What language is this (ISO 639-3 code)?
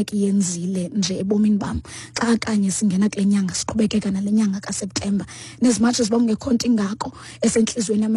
xho